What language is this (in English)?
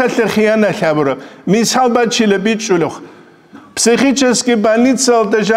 Avaric